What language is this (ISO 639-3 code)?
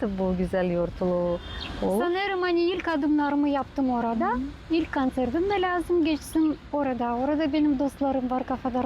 gag